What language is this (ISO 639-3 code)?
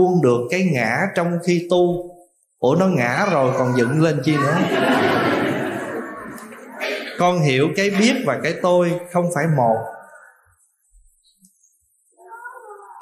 vie